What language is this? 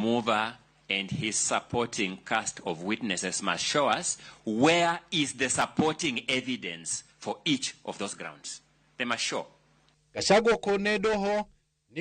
Luo (Kenya and Tanzania)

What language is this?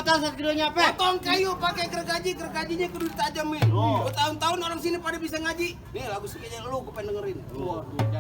Betawi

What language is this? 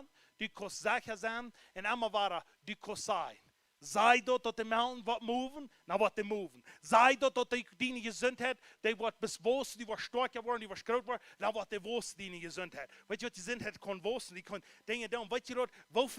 Plautdietsch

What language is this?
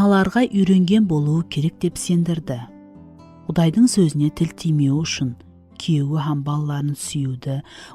Kara-Kalpak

